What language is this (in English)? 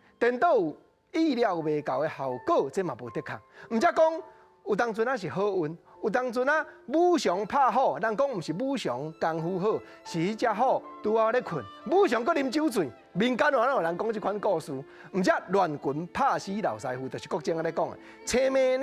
Min Nan Chinese